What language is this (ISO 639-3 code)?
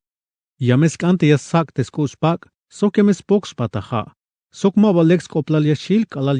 tzh